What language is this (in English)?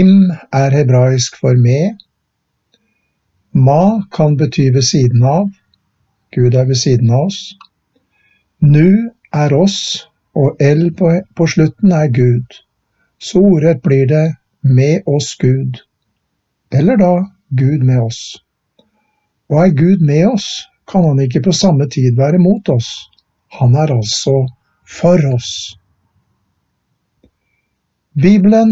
Norwegian